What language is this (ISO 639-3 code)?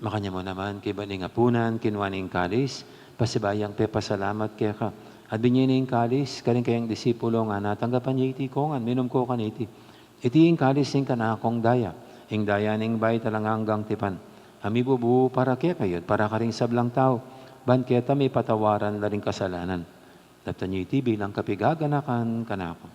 pam